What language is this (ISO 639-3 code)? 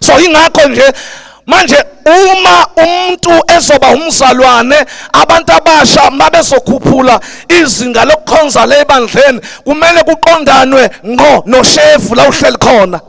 zul